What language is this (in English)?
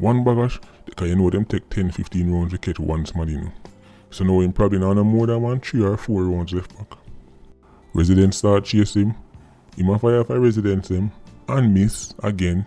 Jamaican Creole English